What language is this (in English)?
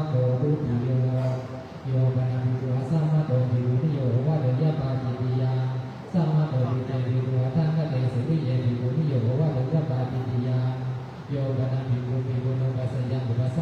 Pali